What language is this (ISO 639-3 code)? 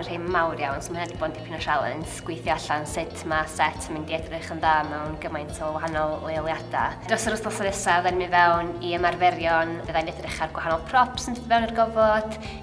cym